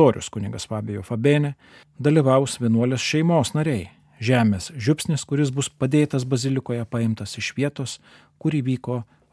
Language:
Lithuanian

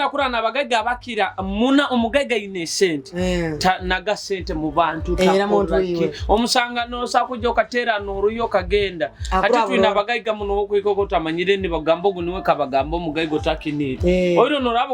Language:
Nyoro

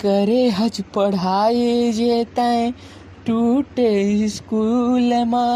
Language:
Chhattisgarhi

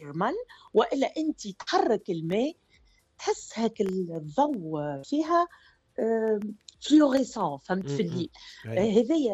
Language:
Tunisian Arabic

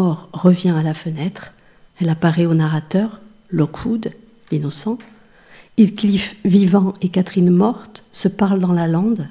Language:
French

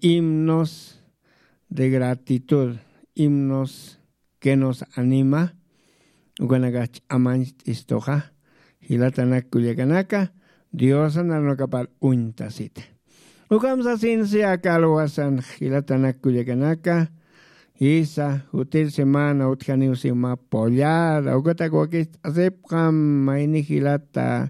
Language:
Aymara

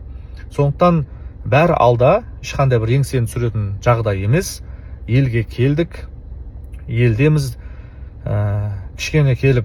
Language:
Kazakh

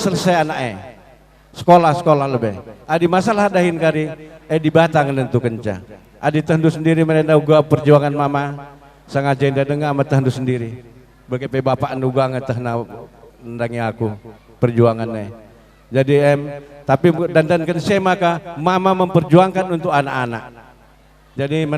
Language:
Batak Karo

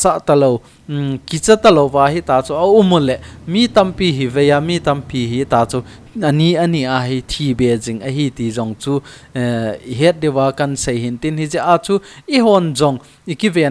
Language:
Thado Chin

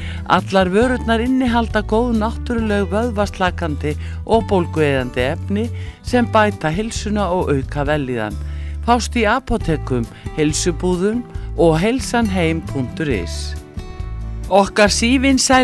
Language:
Icelandic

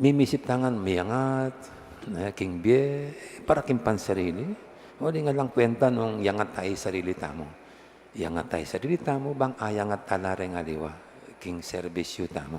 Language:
Pampanga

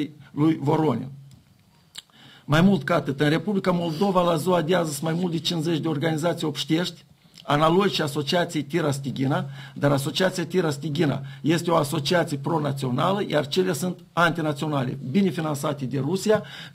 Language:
Romanian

